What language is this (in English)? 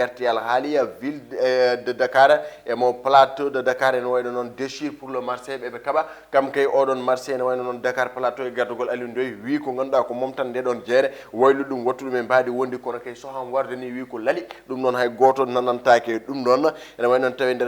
Fula